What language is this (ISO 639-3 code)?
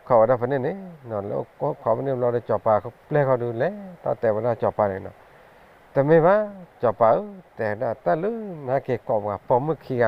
ksw